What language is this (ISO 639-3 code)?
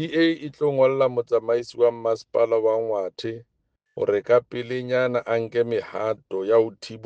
sot